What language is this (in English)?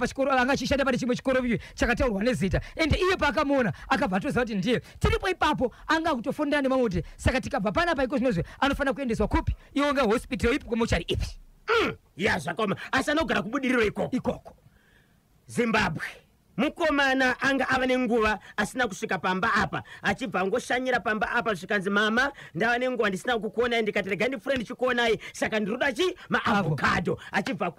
Shona